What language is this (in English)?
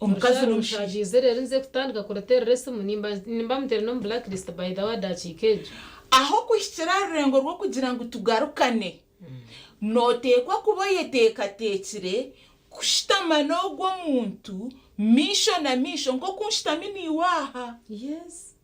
Nyankole